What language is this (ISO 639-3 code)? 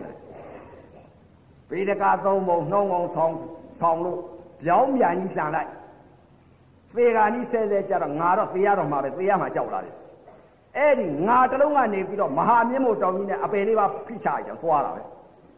mya